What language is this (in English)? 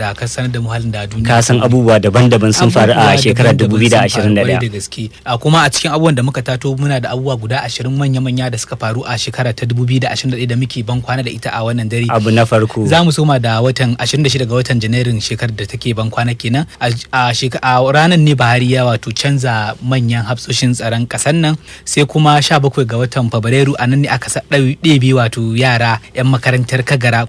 Hausa